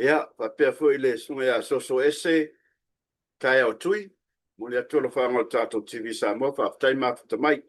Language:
Samoan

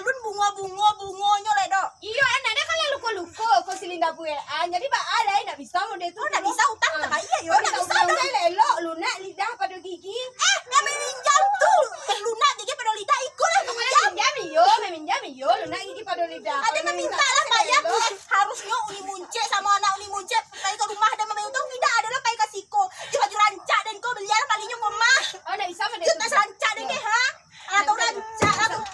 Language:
Minangkabau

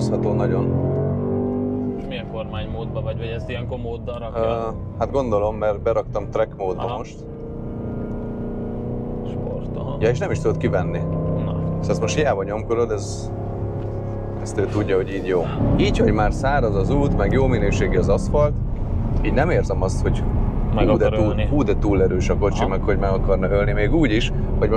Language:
Hungarian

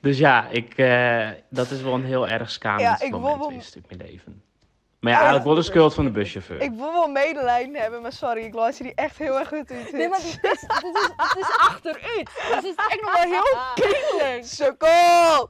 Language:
Western Frisian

